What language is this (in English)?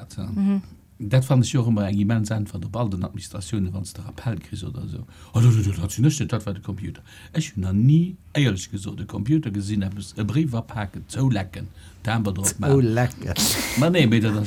Luxembourgish